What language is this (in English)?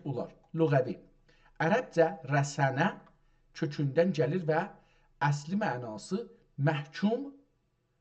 South Azerbaijani